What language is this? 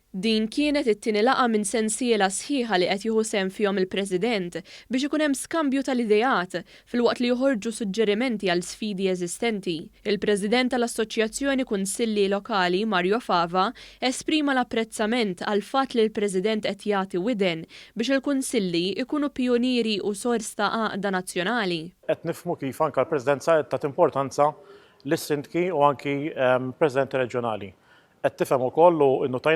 Maltese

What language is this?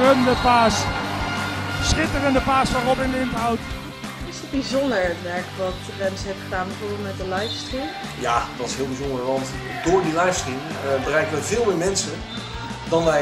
Dutch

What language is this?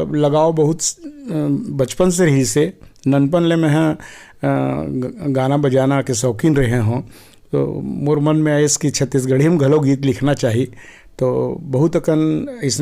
Chhattisgarhi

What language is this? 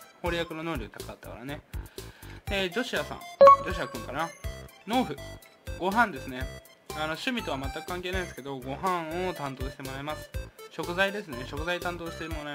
Japanese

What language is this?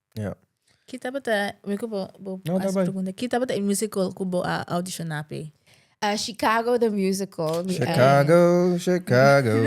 Papiamento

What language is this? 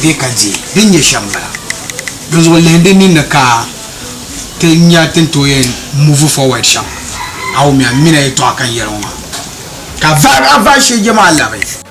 Dagbani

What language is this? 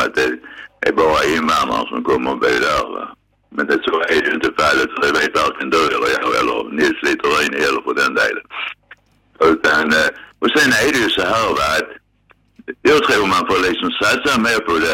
Swedish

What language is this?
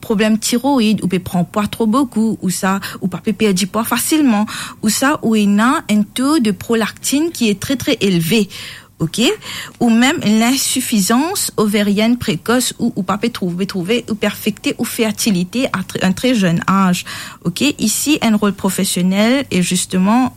Morisyen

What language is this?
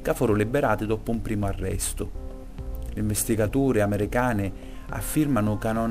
Sicilian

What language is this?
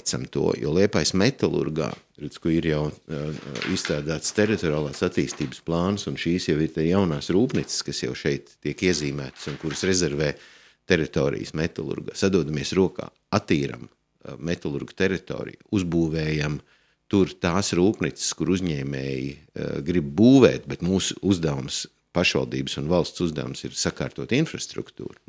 Latvian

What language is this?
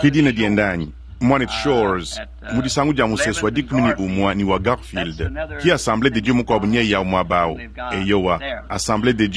Luba-Lulua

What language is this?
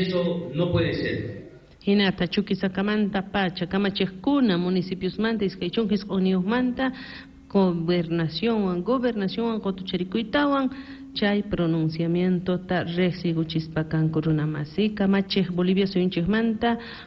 South Bolivian Quechua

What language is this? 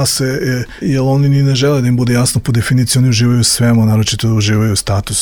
Serbian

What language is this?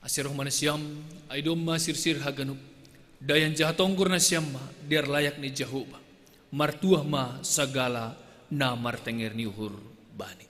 Batak Simalungun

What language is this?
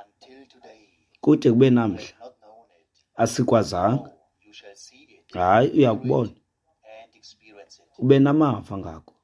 Xhosa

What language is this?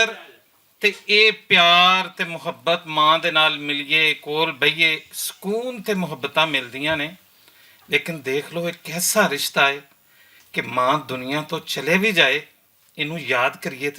Western Panjabi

